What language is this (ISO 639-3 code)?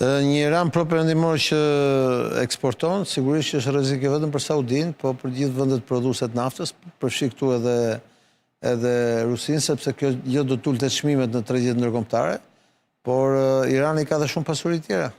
sqi